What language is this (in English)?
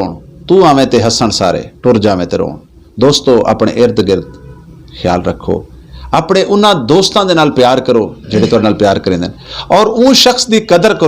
Saraiki